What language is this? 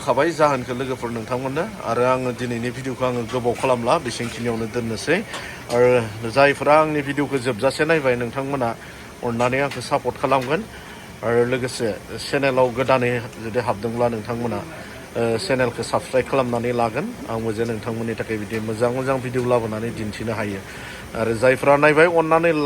Bodo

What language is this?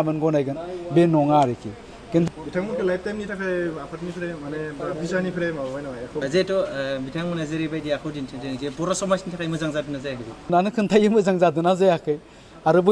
Bodo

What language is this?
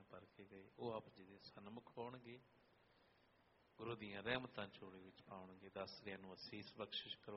Punjabi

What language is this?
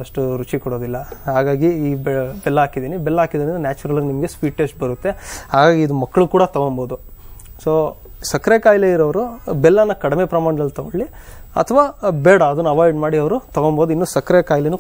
Kannada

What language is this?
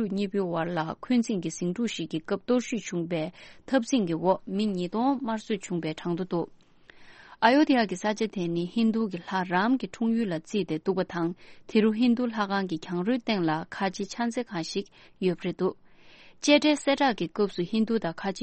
Tibetan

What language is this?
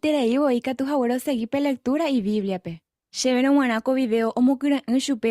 Guarani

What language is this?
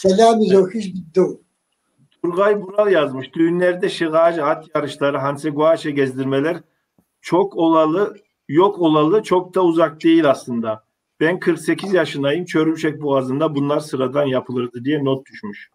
Kabardian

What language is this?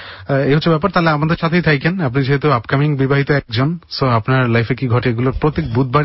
Bangla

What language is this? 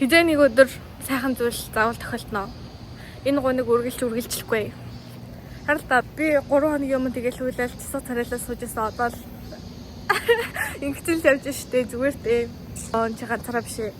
Mongolian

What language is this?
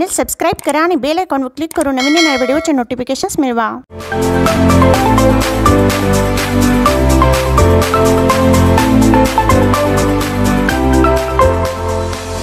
Marathi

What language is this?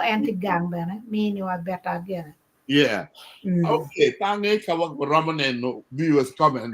Acoli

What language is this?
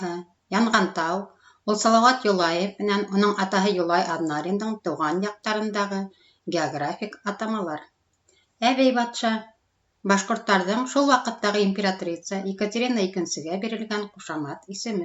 Bashkir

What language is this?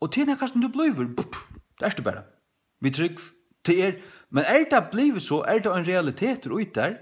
Faroese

